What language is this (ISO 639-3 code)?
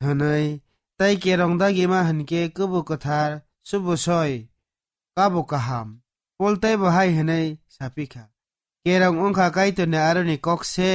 trp